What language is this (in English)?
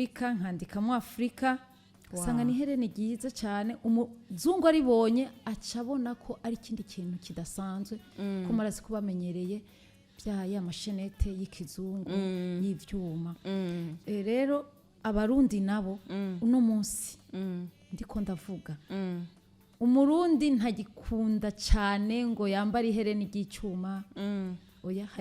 Rundi